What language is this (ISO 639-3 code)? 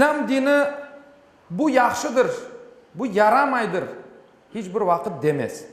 crh